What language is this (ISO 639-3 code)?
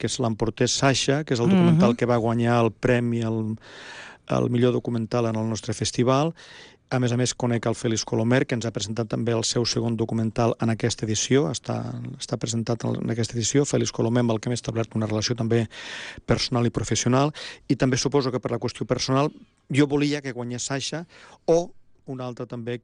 cat